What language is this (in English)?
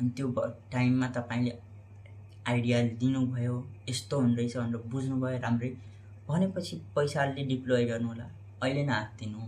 Nepali